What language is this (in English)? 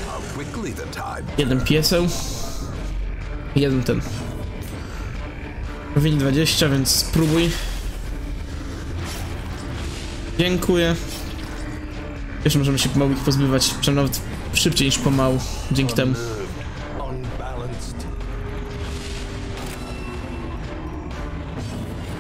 Polish